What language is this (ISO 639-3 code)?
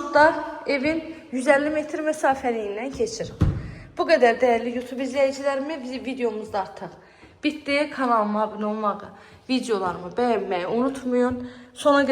aze